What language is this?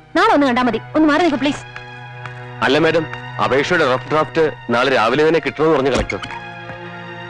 Malayalam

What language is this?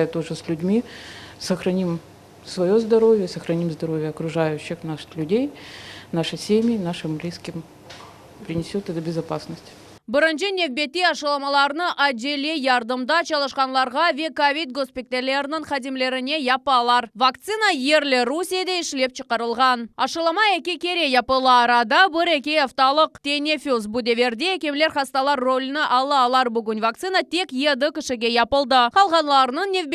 Crimean Tatar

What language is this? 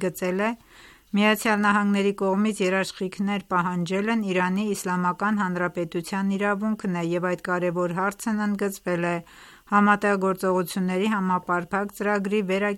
Armenian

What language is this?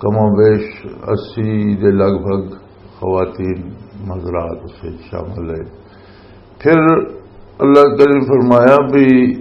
Western Panjabi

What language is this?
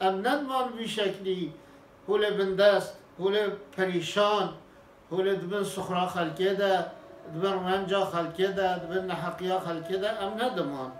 Kurdish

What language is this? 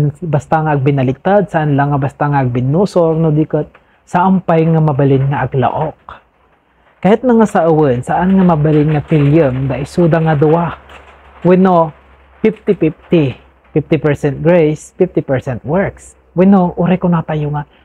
Iloko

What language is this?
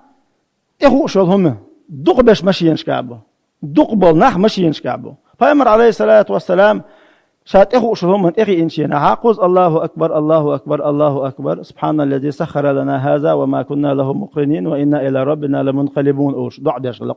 Chechen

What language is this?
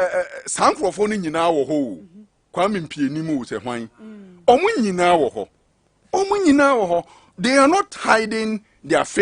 Akan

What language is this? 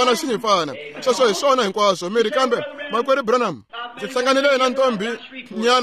Tsonga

